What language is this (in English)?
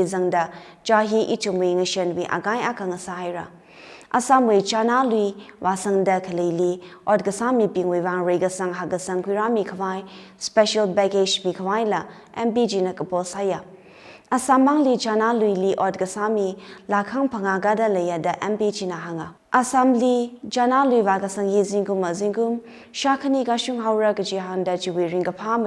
Tangkhul Naga (India)